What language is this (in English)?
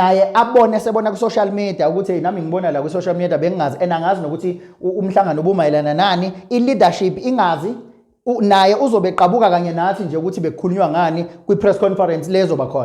Zulu